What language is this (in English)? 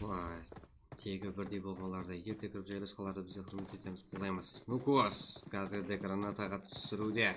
Kara-Kalpak